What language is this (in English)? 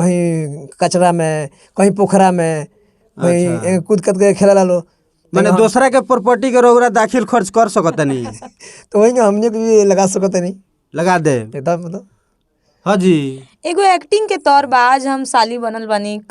Bhojpuri